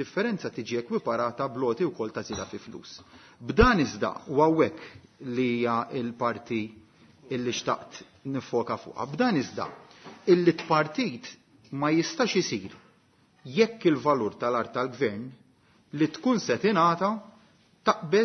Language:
Maltese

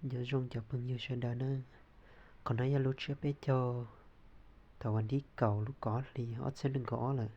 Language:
Hmong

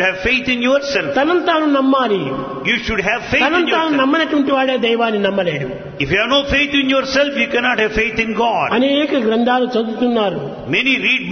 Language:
Telugu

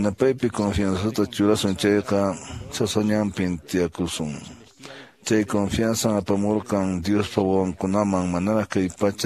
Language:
Quechua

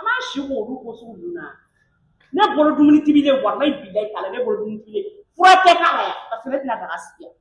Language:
Bambara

